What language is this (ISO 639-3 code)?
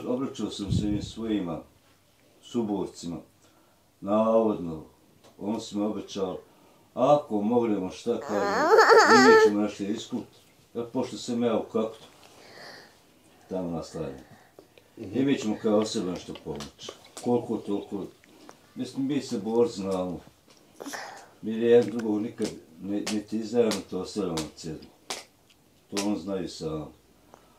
bos